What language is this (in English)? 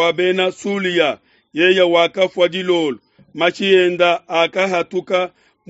Luba-Lulua